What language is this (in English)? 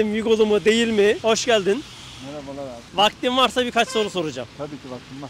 Turkish